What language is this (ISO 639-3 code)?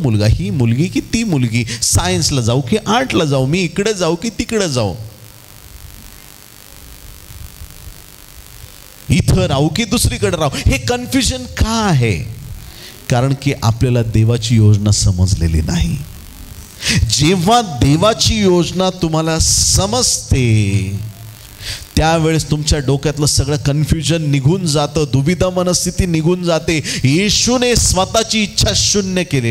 mar